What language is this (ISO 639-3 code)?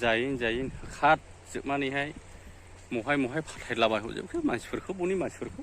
brx